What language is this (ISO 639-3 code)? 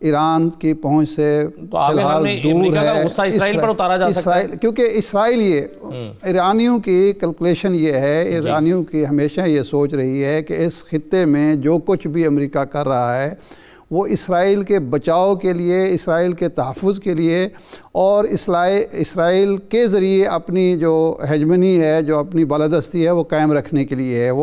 urd